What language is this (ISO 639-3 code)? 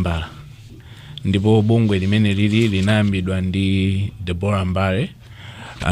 nya